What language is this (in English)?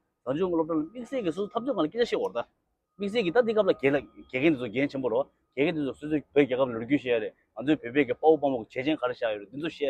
Tibetan